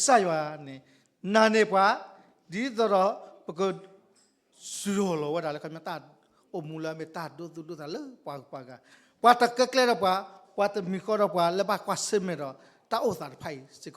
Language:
S'gaw Karen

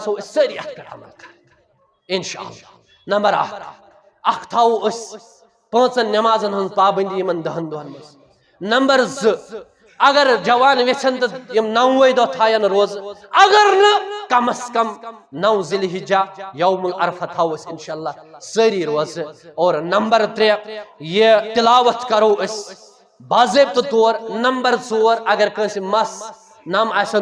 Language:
Kashmiri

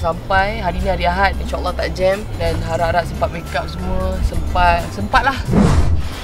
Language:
Malay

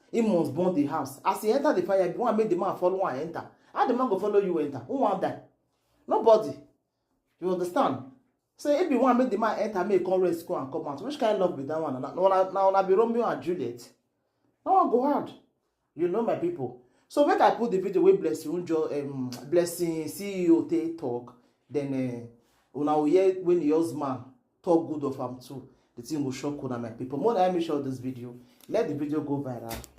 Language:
Nigerian Pidgin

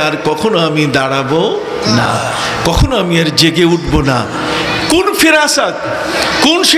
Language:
Bangla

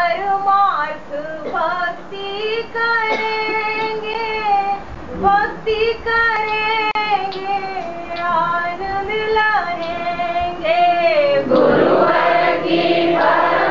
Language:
Gujarati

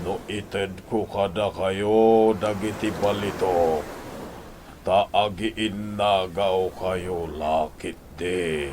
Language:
Iloko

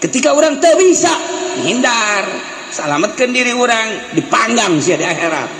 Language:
Sundanese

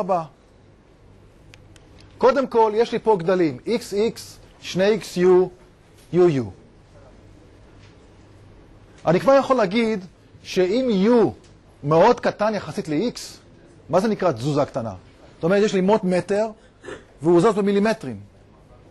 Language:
Hebrew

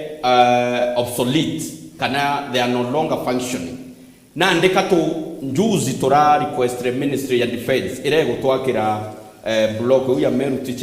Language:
Meru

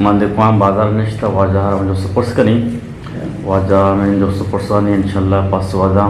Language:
Eastern Balochi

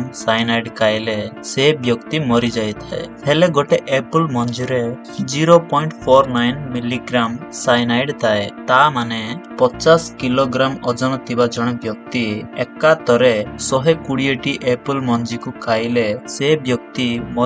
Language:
Odia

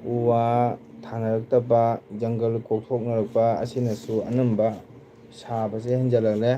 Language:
Manipuri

